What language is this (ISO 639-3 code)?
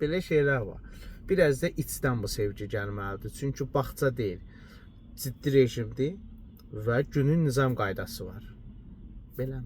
aze